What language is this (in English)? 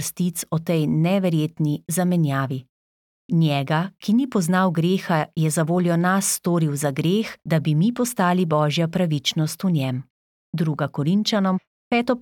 Slovenian